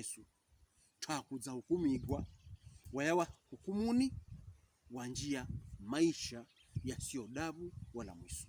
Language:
Pokomo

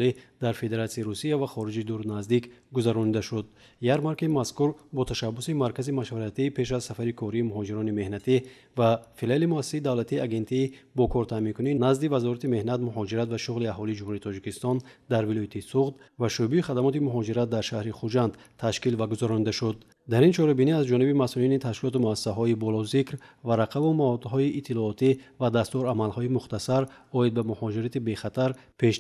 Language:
Tajik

